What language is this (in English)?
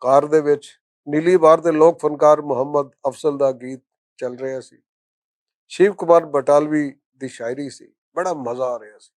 Western Panjabi